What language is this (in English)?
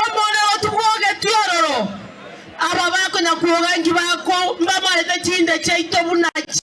Gusii